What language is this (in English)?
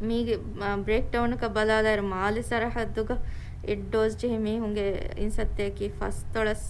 Divehi